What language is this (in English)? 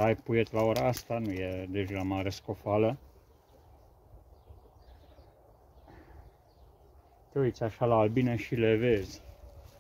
Romanian